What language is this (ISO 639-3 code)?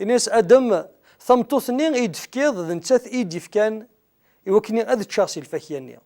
kab